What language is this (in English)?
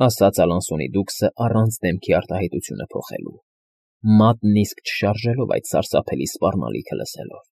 Armenian